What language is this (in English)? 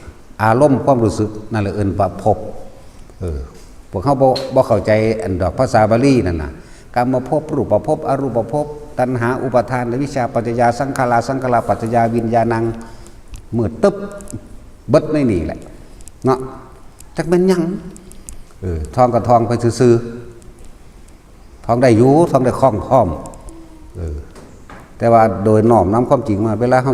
Northeastern Thai